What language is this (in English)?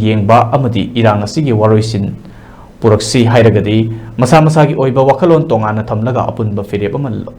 Manipuri